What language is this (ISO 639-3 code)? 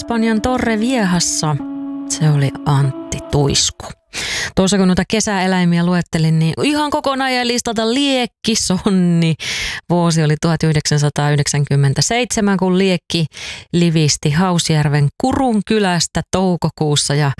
fin